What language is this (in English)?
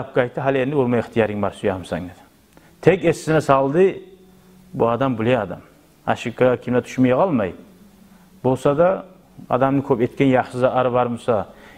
Kumyk